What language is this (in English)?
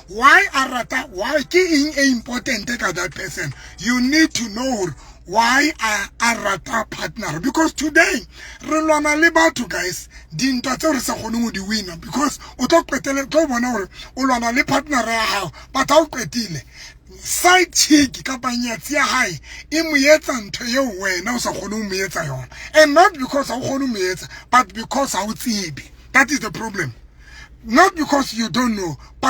Southern Sotho